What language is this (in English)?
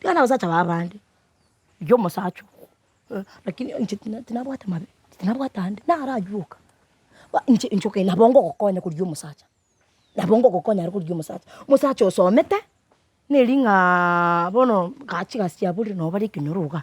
Gusii